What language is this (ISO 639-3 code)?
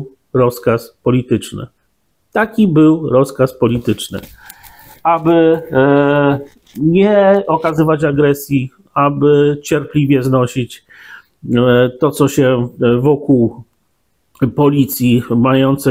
pol